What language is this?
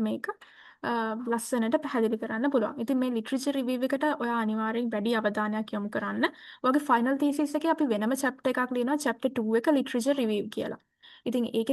Sinhala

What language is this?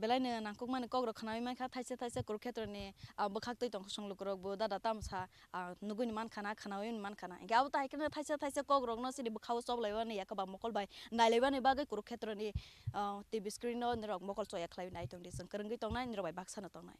Kok Borok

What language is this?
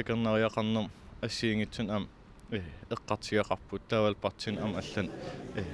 Kalaallisut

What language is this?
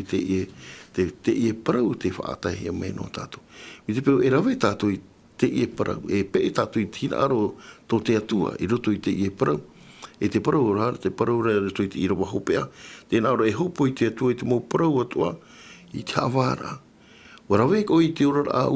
Tahitian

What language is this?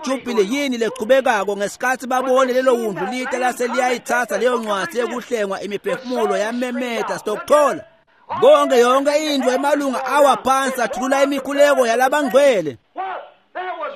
Swati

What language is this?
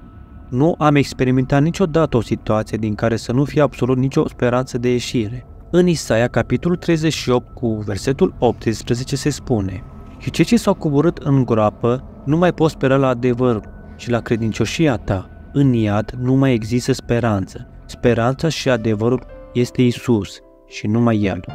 Romanian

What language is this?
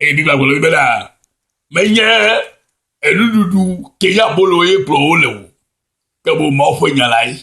Ewe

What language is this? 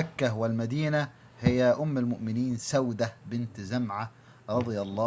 Arabic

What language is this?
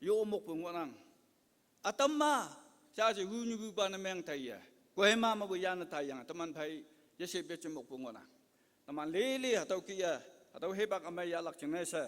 Konyak Naga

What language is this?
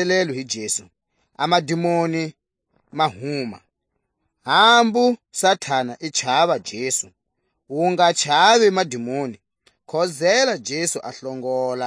Tswa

